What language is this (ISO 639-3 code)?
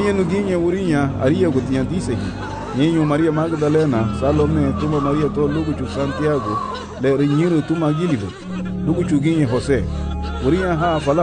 cab